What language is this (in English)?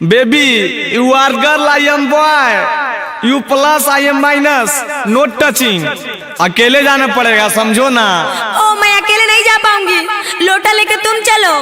Magahi